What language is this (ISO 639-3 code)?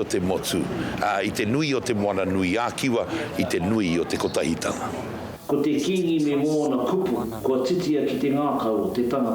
mri